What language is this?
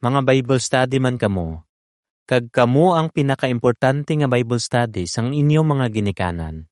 Hiligaynon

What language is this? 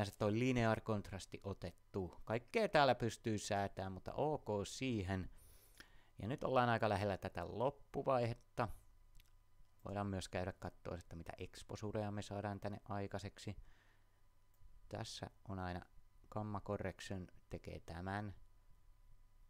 Finnish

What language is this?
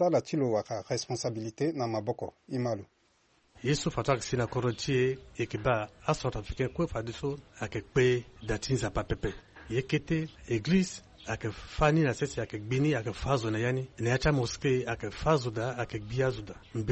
Sango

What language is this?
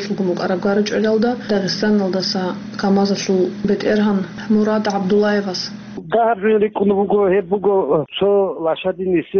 Avaric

